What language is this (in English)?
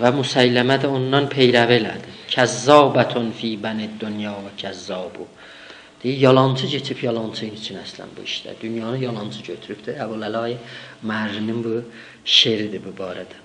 South Azerbaijani